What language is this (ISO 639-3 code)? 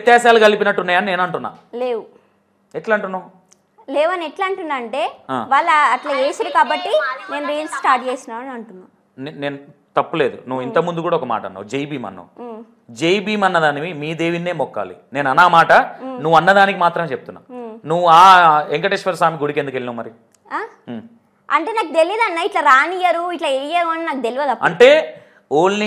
tel